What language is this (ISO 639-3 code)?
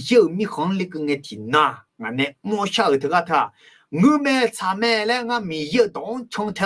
ahk